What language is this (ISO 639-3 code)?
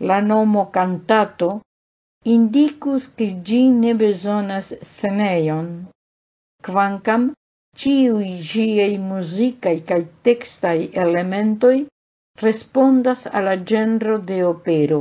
epo